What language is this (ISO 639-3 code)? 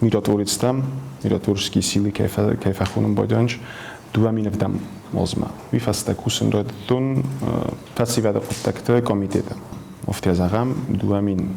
oss